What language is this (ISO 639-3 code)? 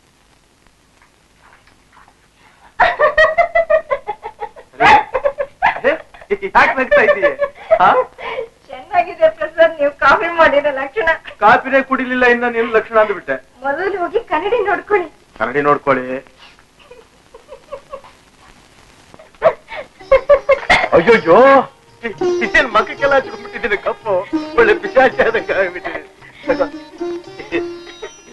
kan